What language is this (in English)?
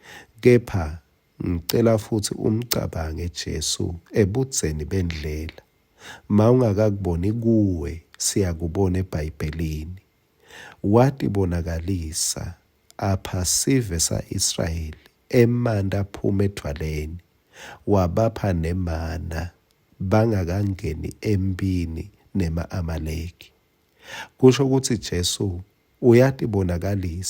Swati